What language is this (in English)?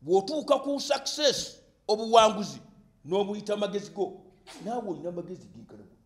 Ganda